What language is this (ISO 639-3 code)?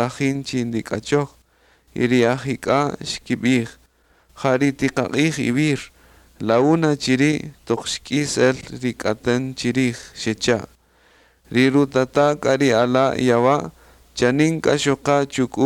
cak